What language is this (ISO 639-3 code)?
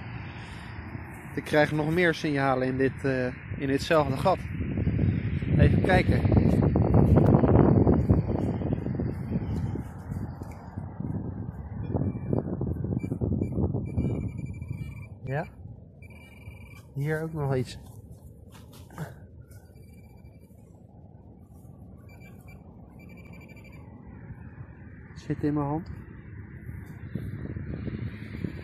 nld